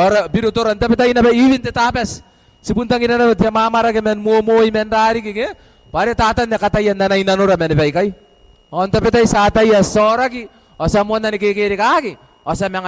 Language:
Gilbertese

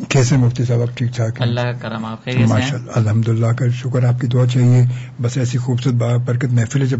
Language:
Urdu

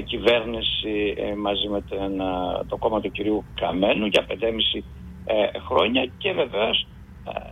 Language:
Greek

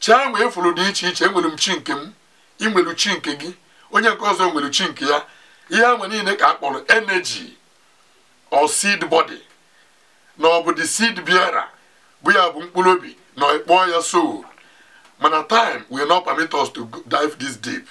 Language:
Igbo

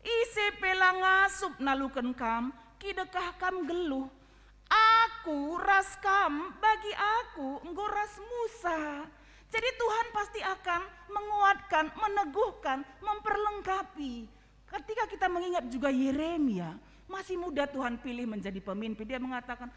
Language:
Batak Karo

